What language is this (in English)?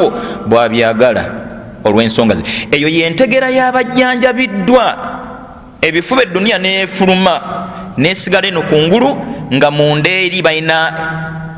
Ganda